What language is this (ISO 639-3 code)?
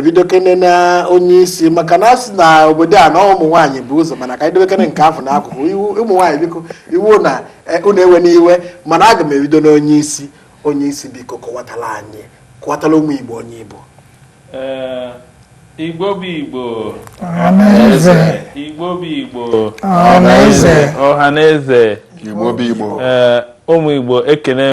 ibo